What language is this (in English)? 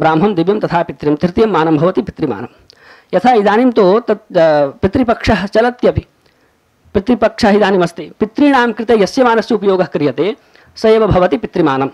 Sanskrit